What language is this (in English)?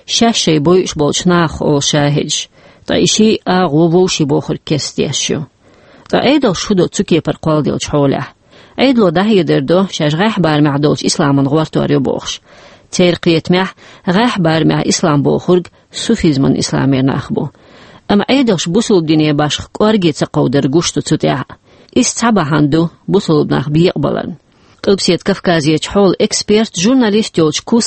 Chechen